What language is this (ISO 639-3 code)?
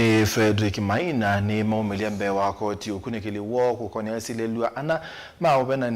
kam